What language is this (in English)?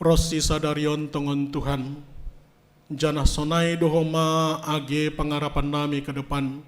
Batak Simalungun